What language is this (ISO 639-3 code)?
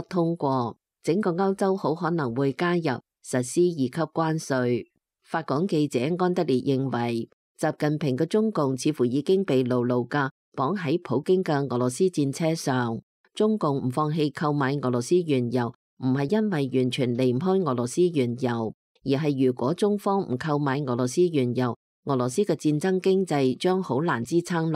yue